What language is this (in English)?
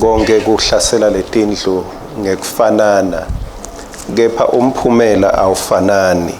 Swati